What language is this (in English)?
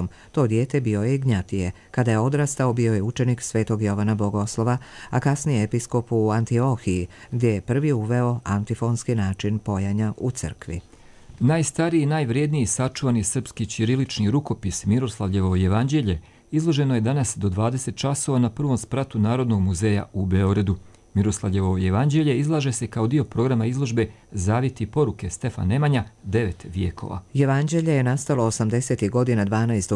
Croatian